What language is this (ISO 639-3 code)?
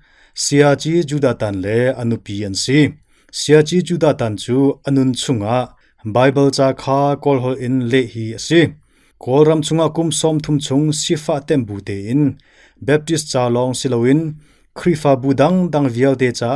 cnh